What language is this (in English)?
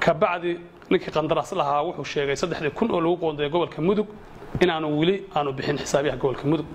Somali